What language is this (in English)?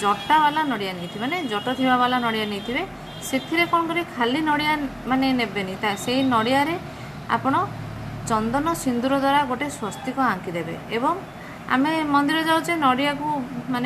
Odia